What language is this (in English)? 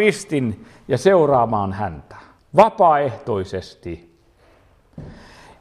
Finnish